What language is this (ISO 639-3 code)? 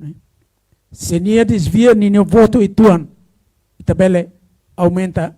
tet